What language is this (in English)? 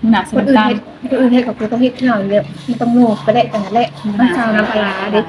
Lao